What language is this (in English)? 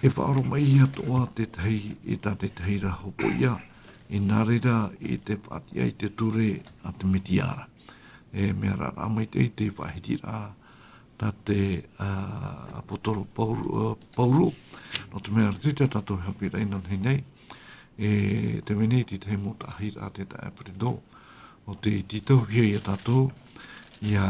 Tahitian